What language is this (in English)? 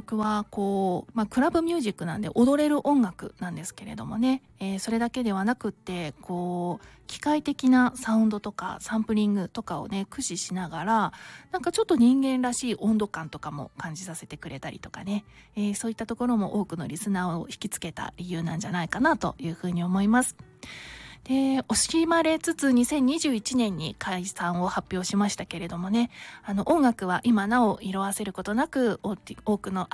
Japanese